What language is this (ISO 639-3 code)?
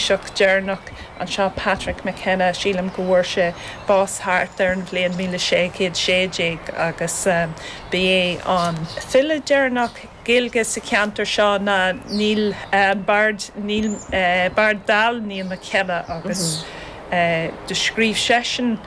gle